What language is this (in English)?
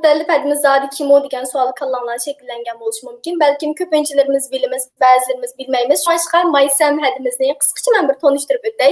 Uyghur